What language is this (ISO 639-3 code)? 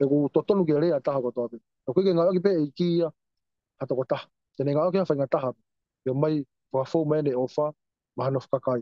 ton